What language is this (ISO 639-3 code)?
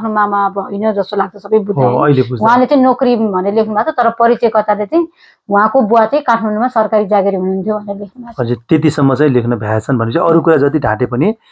nep